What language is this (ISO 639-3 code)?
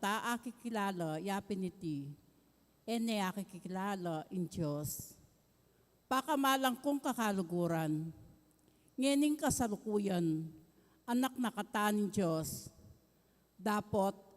pam